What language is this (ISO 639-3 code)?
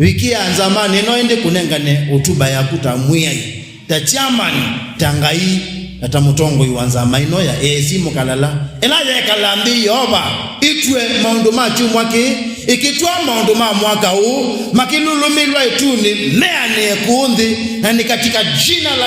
kam